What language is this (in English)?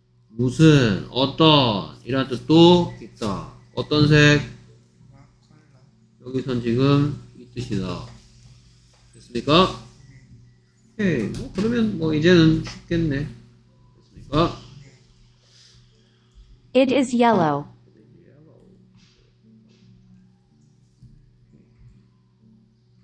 Korean